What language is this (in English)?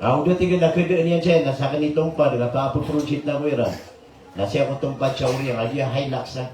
Maranao